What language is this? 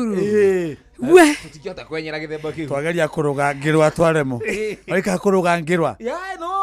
Kikuyu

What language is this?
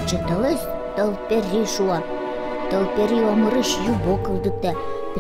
Udmurt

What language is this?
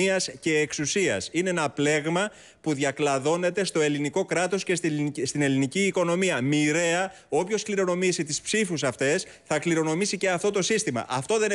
Greek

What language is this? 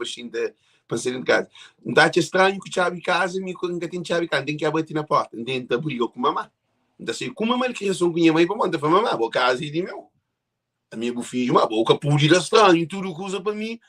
Kabuverdianu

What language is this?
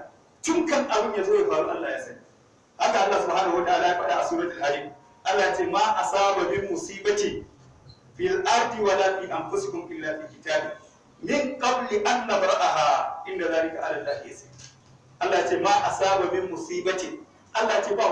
Hausa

